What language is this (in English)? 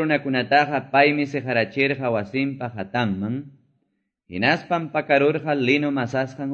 Quechua